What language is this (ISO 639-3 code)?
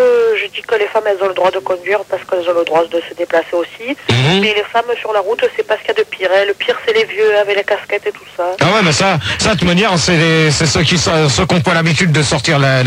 fra